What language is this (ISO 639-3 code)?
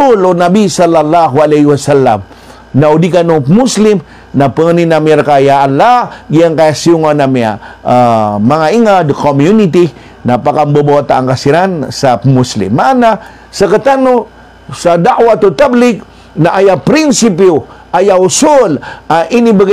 mrw